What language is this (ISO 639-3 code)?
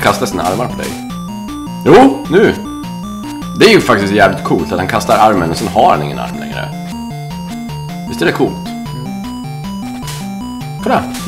swe